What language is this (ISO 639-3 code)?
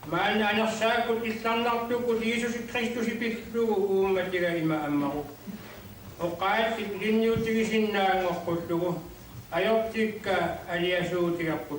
kal